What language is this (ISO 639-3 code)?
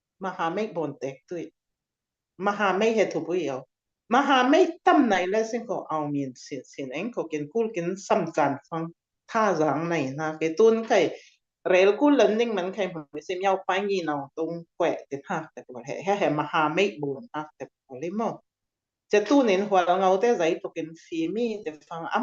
cfm